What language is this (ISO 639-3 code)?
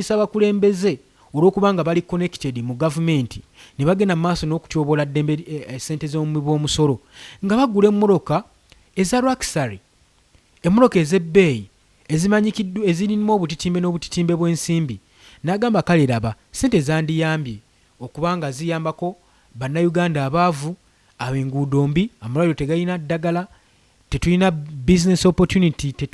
lug